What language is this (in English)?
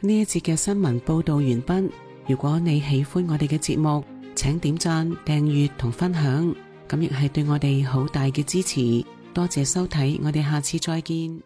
Cantonese